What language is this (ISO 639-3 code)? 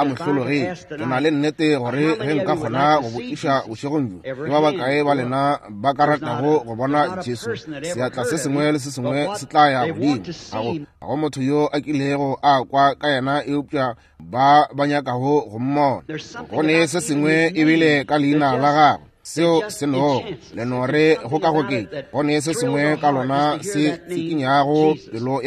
nso